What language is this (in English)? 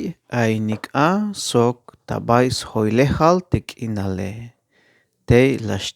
Tzeltal